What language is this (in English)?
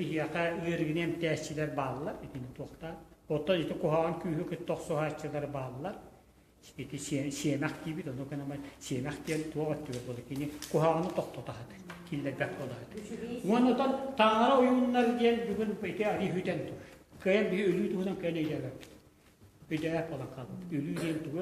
Yakut